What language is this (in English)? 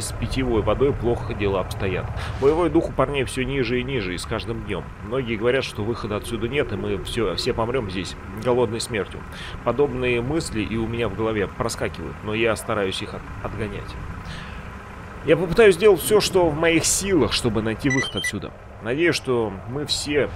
Russian